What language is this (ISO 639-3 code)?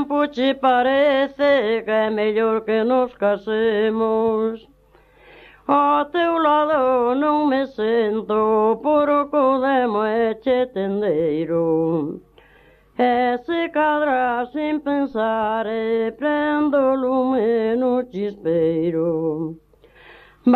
glg